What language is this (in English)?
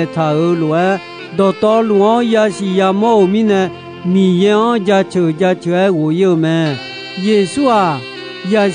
Akha